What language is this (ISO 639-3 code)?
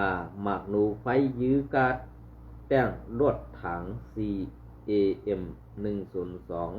shn